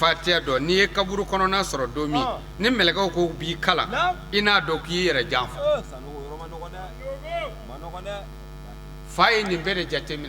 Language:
Bambara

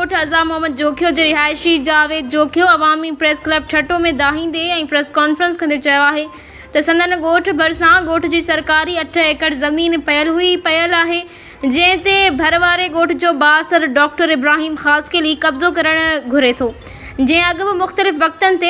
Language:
Sindhi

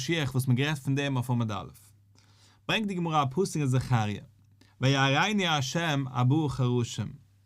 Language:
Yiddish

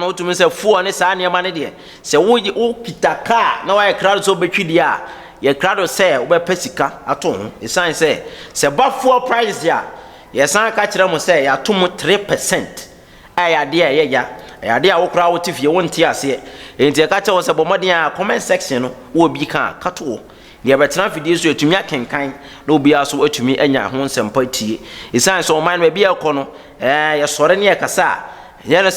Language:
Akan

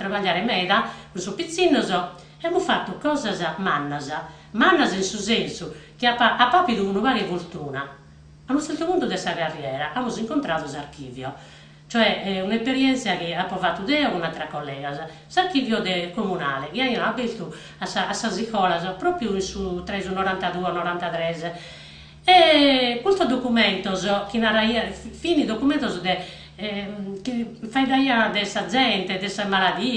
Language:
Sardinian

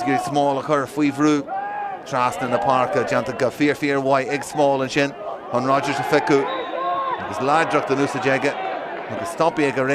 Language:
Irish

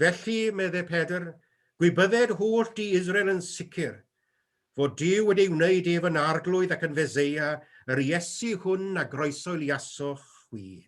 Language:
Welsh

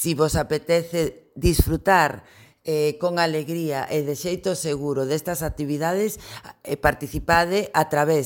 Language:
Galician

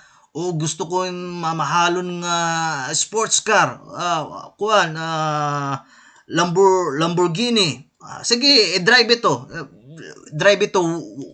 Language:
Waray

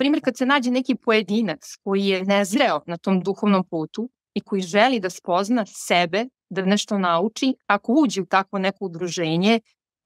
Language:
Serbian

